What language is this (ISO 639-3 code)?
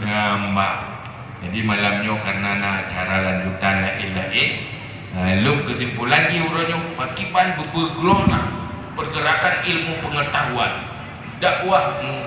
ace